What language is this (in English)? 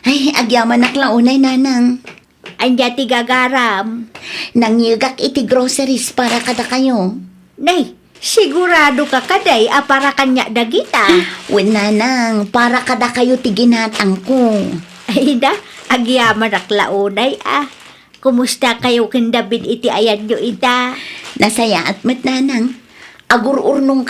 Iloko